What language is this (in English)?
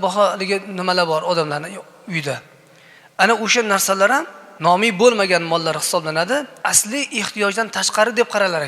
Uzbek